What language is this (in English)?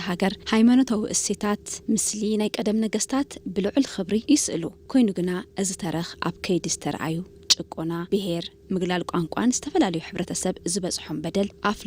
Tigrinya